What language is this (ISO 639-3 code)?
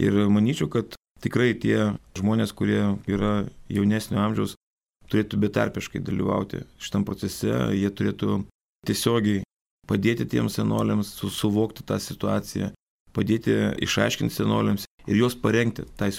lit